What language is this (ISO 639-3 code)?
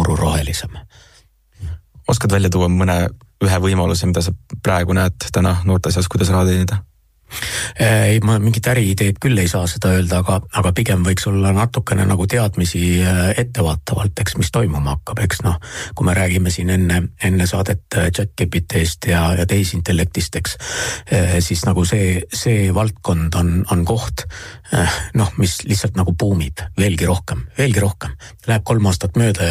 est